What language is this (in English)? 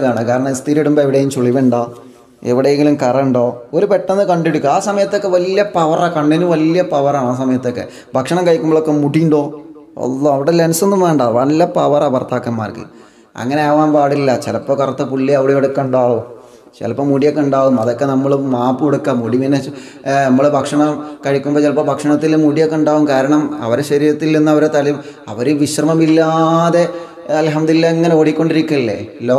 Malayalam